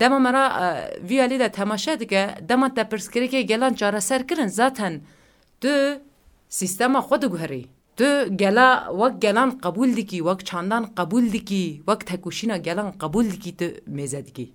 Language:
Kurdish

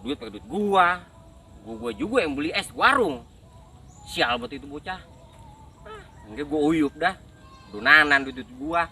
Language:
Betawi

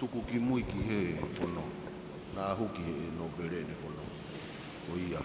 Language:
Tongan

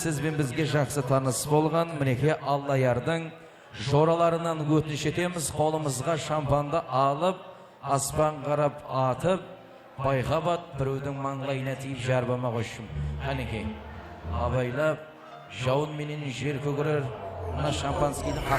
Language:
Kara-Kalpak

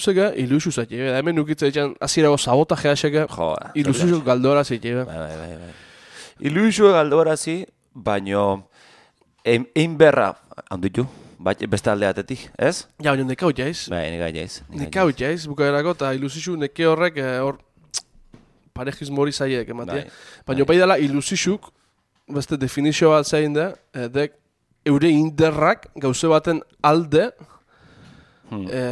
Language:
Basque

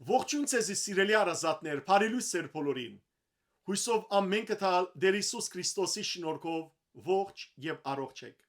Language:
Western Armenian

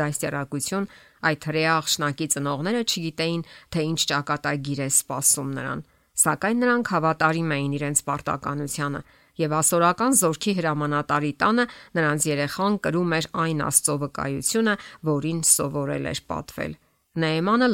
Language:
Armenian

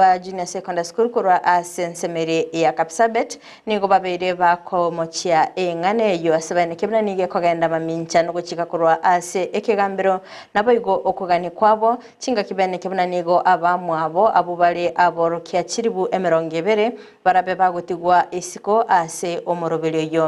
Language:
Gusii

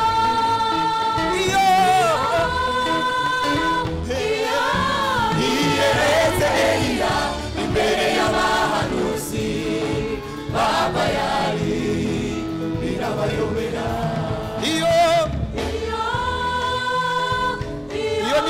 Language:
Kinyarwanda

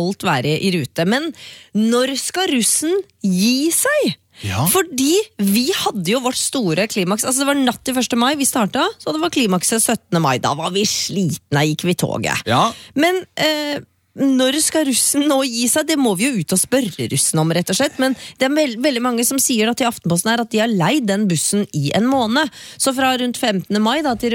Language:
Norwegian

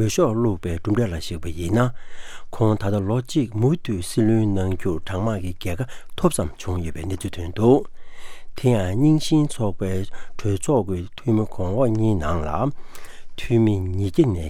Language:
Tibetan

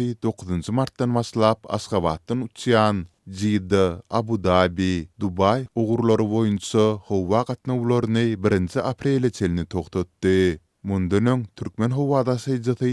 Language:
Turkmen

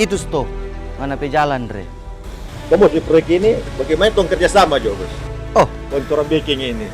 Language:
Manado Malay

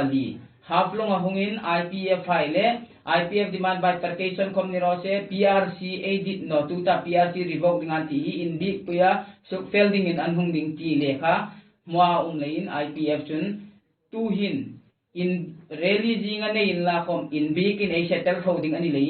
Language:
Hmar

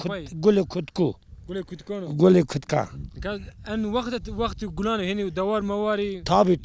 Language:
Zaza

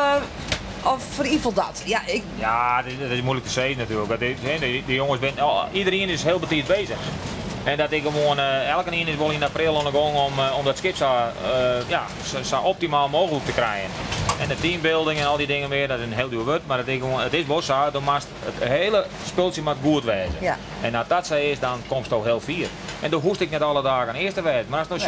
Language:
Western Frisian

